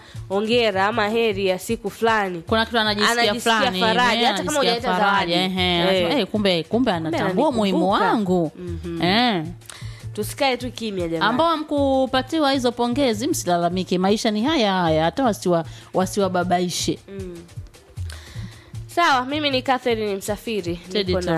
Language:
Swahili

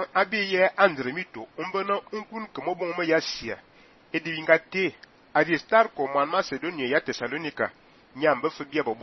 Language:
Fang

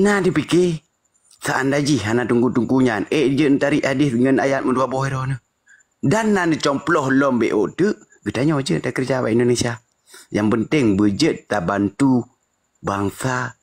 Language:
Achinese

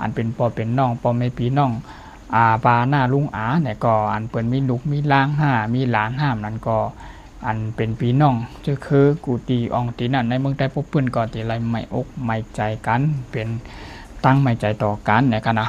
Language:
Shan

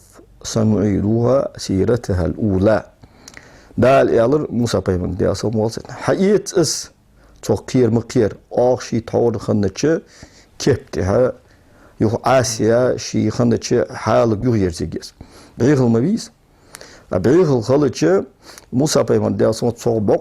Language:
Ingush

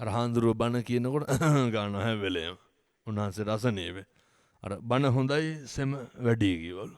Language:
Sinhala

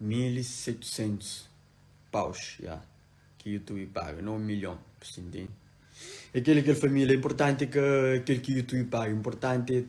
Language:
Kabuverdianu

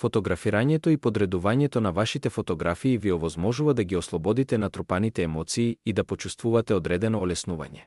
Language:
Macedonian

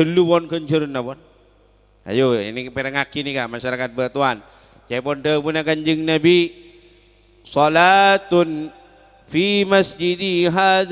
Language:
Madurese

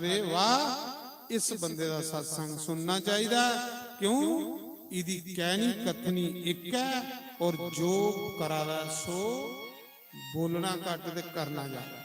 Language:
Dogri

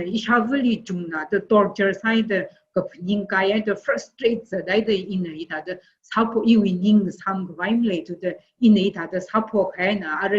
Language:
Tangkhul Naga (India)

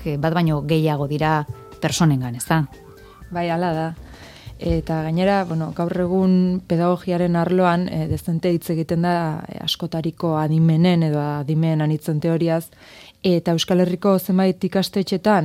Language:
Basque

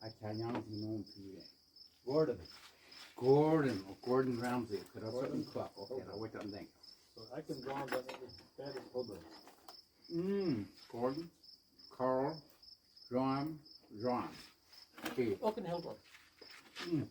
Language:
Plautdietsch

